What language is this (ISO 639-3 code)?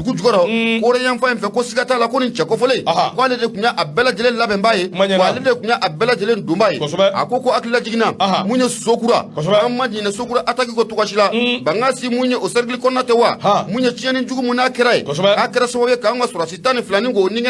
bam